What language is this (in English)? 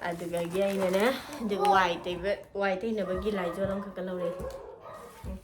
Manipuri